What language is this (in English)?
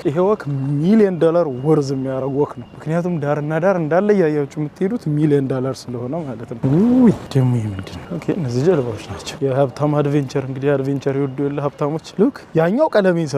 Amharic